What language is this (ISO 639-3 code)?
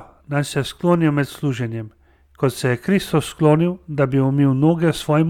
slv